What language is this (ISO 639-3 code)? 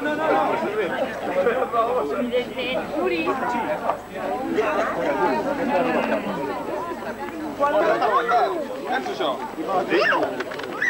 cat